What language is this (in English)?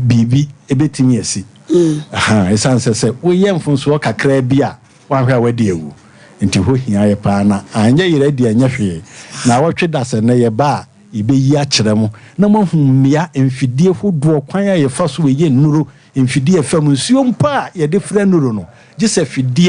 Akan